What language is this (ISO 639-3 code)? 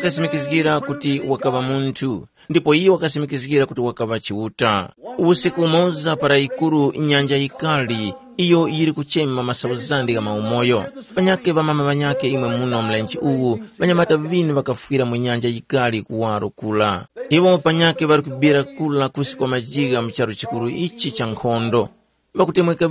tum